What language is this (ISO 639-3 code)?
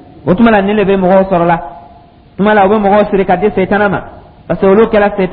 dyu